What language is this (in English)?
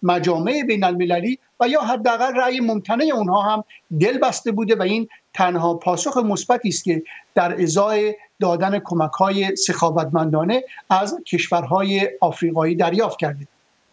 Persian